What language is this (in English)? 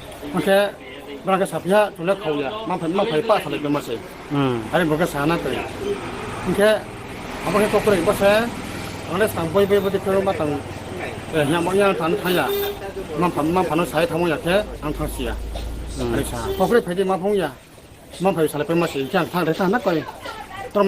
Riang (India)